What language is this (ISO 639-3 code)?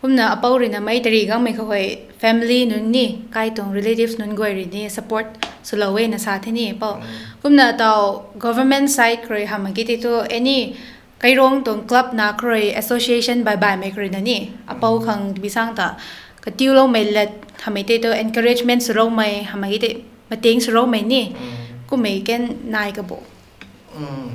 nbu